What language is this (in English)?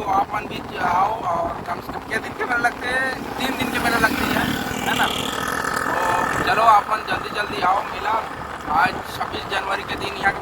Chhattisgarhi